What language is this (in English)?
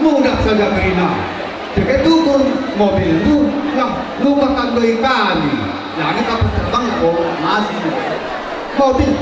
Batak Karo